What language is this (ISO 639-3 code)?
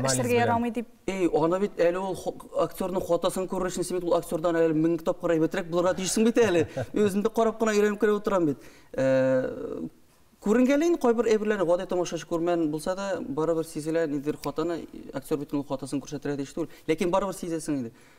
tat